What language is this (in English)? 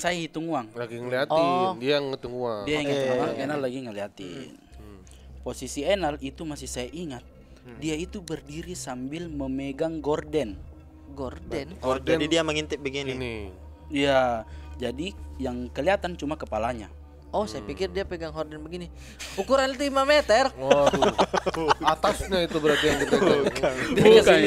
Makassar Malay